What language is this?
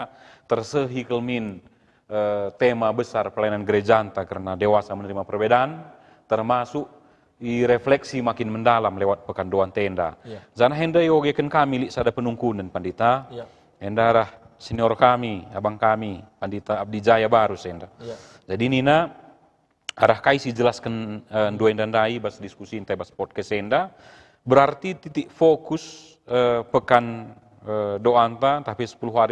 Batak Karo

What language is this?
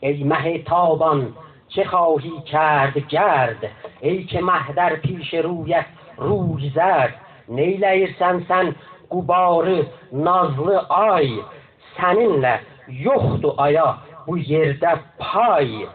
South Azerbaijani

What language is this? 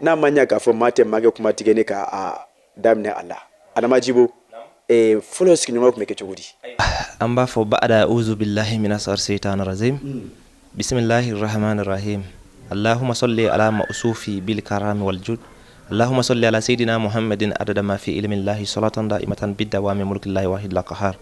Bambara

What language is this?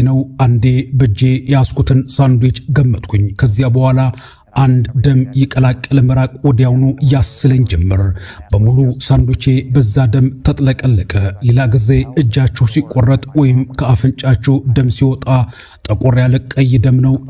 Amharic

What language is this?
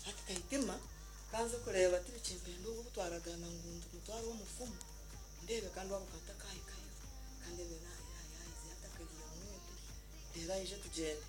Nyankole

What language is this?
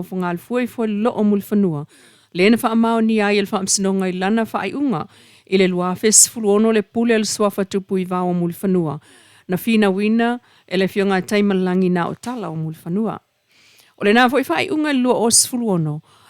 Samoan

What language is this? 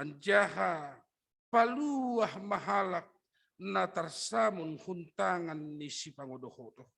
Batak Simalungun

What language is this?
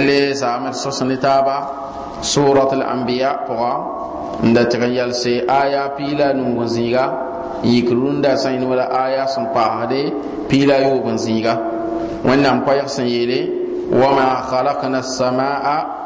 Mossi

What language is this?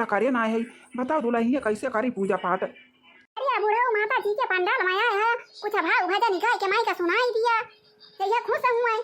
Awadhi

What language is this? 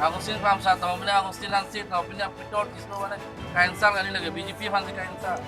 Karbi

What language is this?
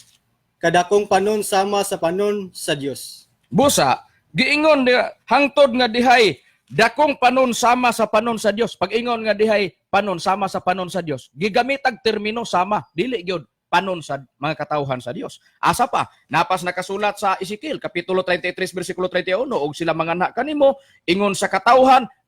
Cebuano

